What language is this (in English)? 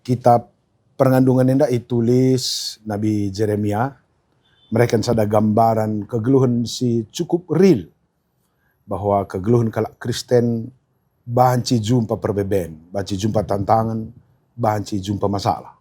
Batak Karo